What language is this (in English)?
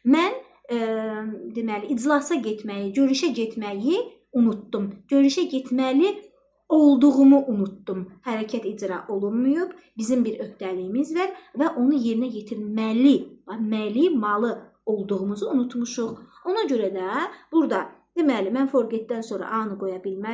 Azerbaijani